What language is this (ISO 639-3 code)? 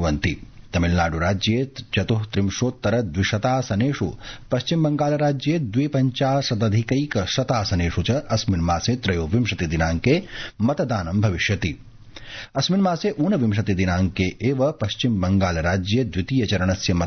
san